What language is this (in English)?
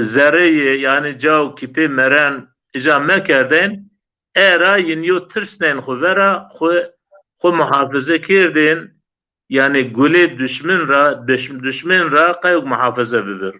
Zaza